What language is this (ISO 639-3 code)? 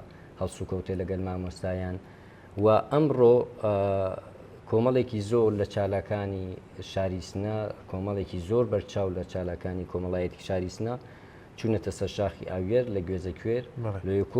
ckb